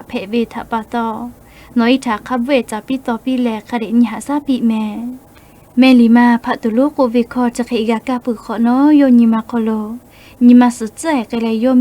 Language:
Lahu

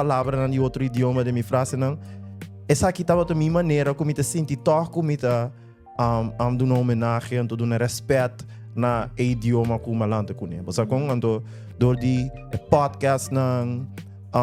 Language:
Papiamento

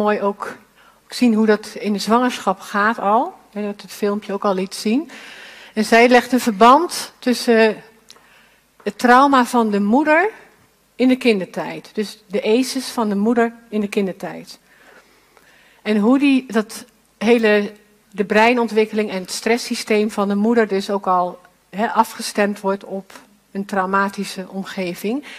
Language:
Dutch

